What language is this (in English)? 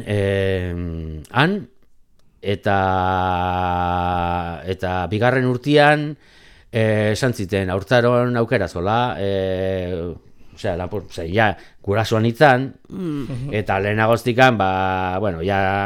Basque